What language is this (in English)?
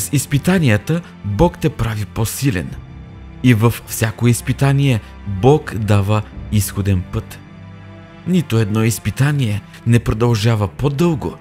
Bulgarian